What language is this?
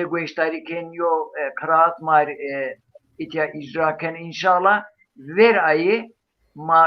Zaza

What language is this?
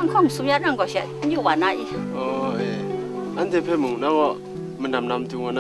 Kachin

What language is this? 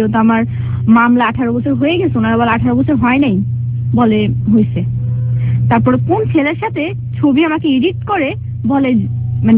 Bangla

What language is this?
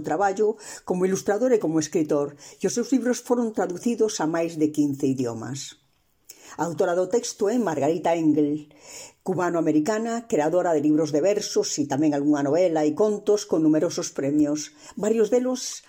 Galician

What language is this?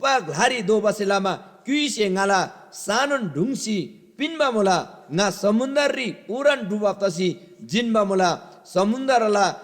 Eastern Tamang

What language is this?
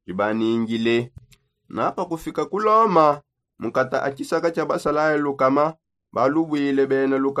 Songe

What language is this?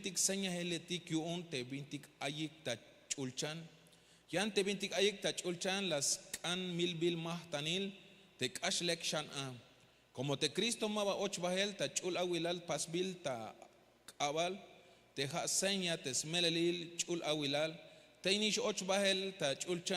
Tzeltal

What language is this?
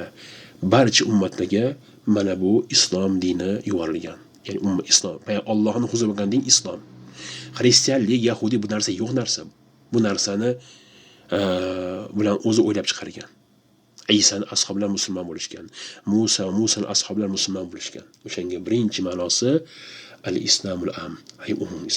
Uzbek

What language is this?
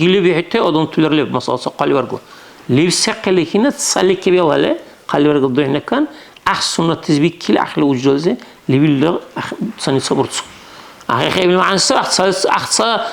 Dargwa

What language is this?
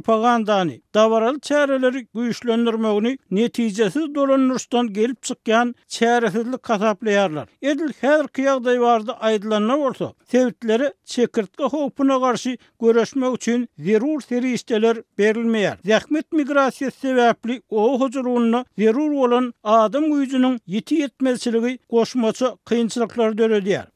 Turkmen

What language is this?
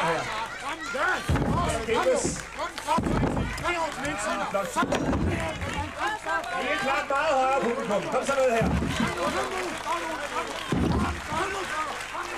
Danish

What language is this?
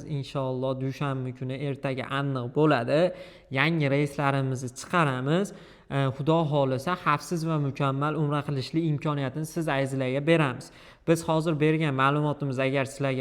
Uzbek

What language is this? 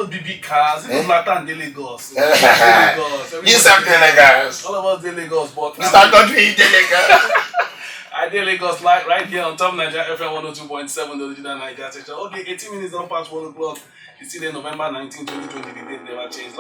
Nigerian Pidgin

